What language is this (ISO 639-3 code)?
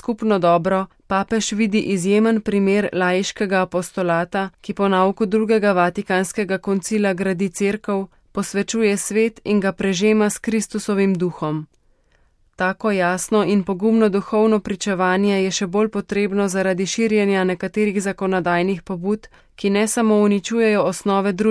slv